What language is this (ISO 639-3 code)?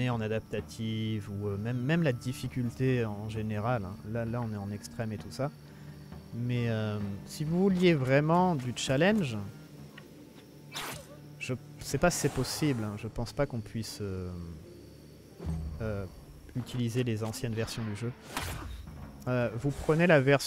fra